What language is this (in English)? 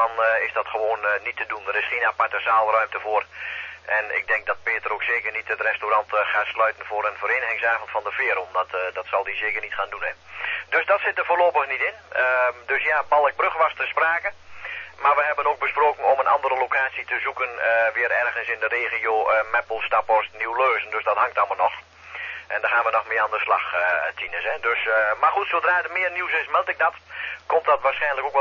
Dutch